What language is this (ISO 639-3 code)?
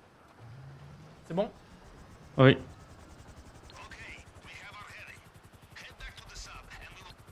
fra